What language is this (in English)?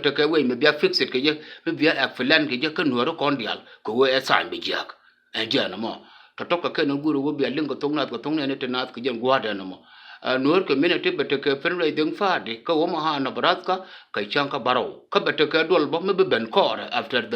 Nuer